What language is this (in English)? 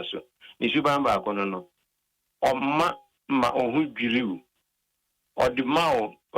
Akan